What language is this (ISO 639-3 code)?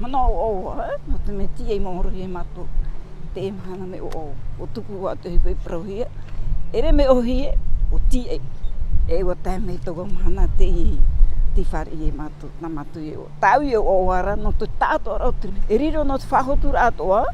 tah